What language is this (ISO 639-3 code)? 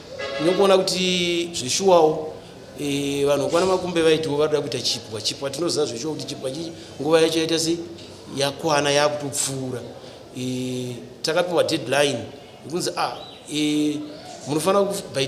sna